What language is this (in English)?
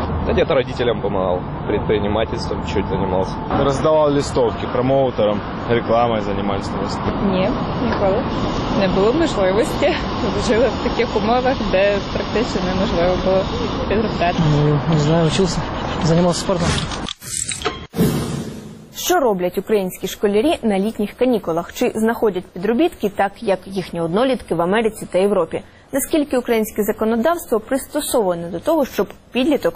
Ukrainian